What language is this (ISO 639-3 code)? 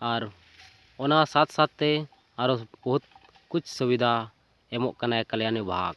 sat